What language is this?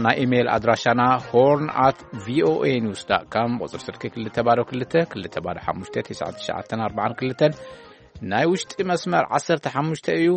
Tigrinya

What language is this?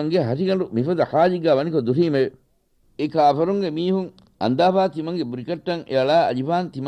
Divehi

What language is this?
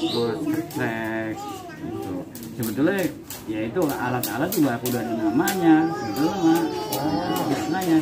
Betawi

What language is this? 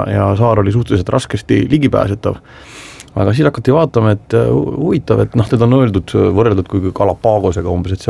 Estonian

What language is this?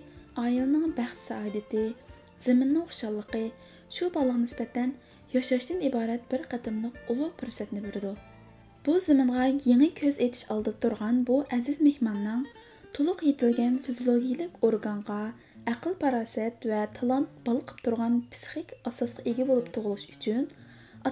Uyghur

